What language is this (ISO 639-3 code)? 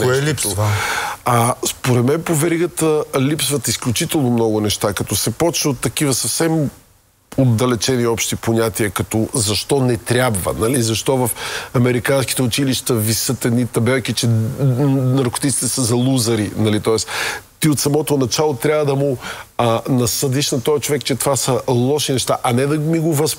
bul